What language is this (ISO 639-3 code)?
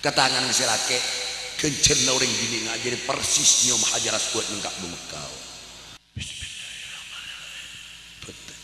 mad